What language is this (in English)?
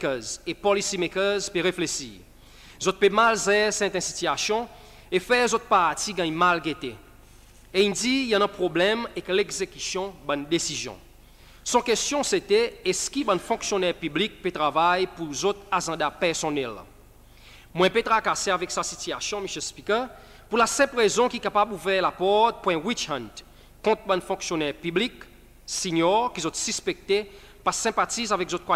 Seselwa Creole French